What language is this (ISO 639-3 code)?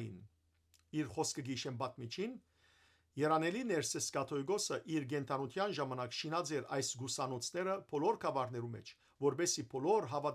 hyw